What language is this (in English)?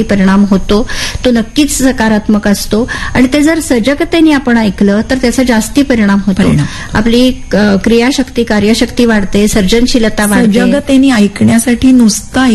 Marathi